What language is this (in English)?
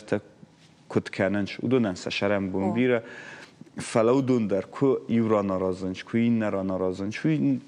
Ossetic